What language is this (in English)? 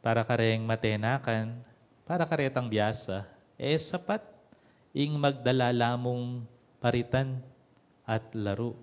Pampanga